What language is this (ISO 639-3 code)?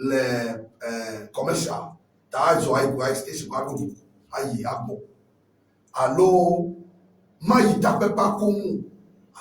ewe